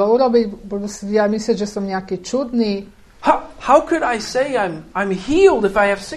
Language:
Slovak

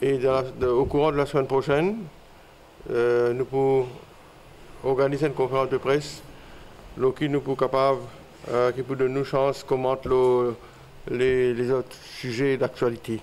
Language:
Morisyen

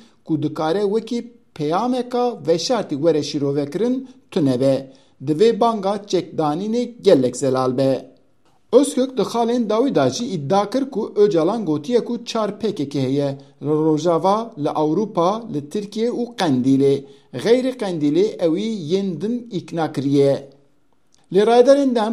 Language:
Kurdish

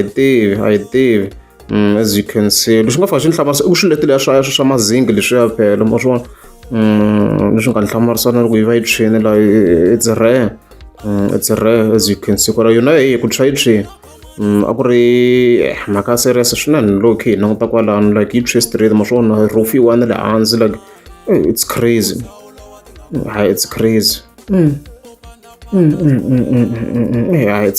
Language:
Tsonga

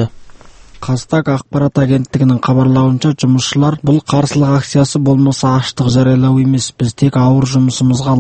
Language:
Kazakh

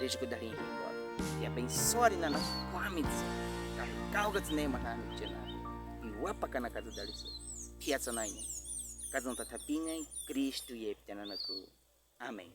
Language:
Baniwa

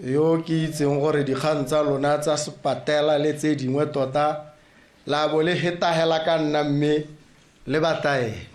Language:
Tswana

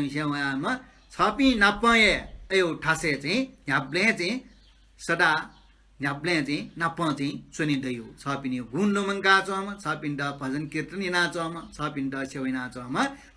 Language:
Newari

